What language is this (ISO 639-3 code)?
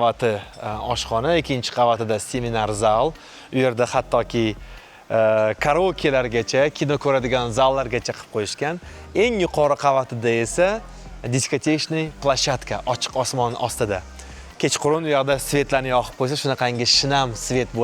uzb